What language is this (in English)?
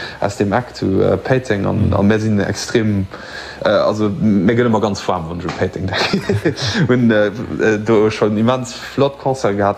Luxembourgish